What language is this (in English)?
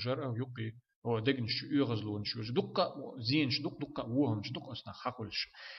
Chechen